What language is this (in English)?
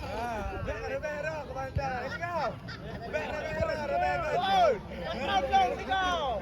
Achinese